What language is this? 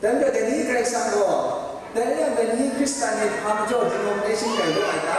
Kachin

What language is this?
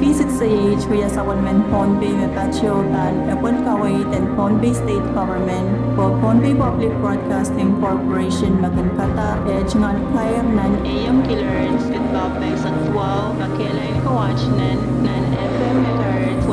Pohnpeian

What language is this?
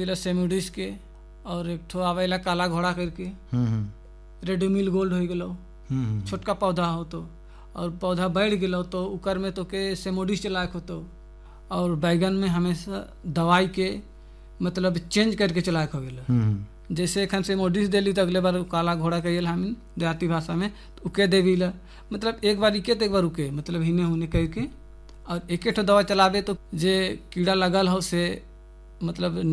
Sadri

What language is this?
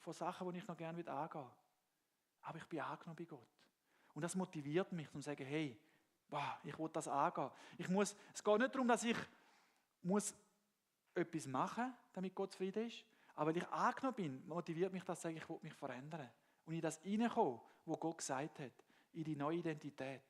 Swiss German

